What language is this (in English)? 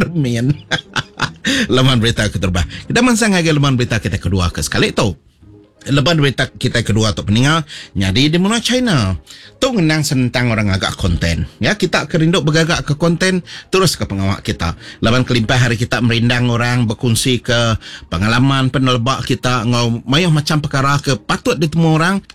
Iban